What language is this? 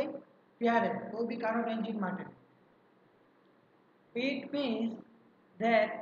Gujarati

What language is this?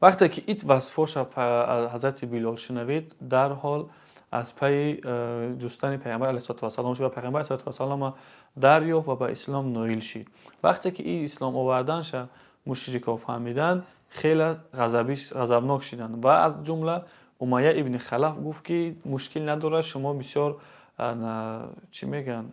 Tajik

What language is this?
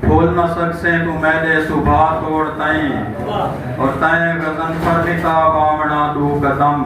Saraiki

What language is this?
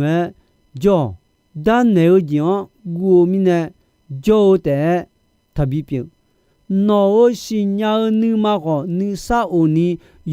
Akha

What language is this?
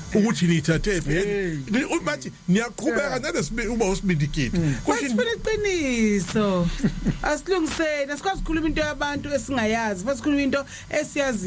Zulu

